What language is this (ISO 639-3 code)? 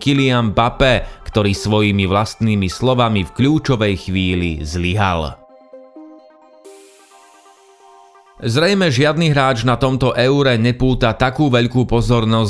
slk